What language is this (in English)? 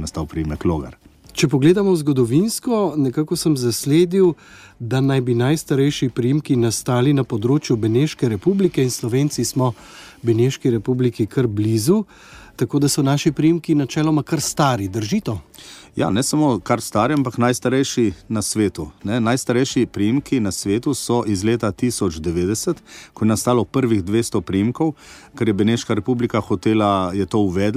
Slovenian